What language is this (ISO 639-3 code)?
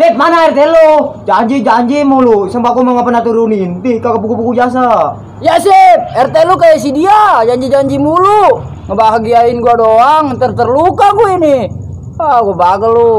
bew